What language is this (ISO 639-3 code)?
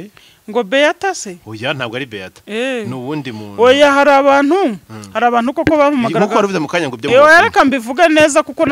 kin